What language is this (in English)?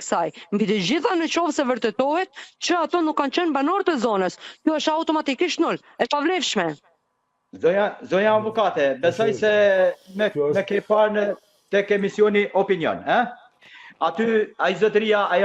Albanian